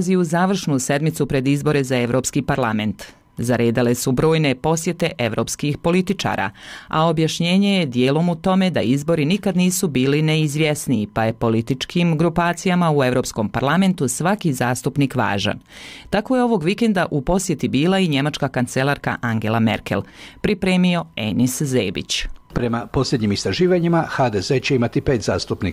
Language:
Croatian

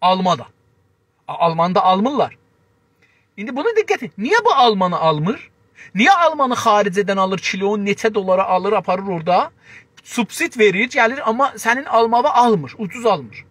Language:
South Azerbaijani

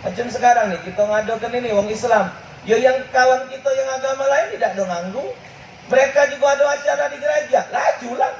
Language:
Musi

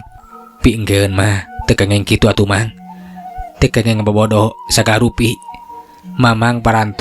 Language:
Sundanese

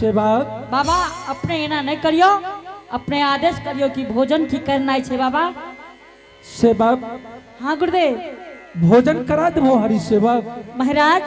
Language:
Angika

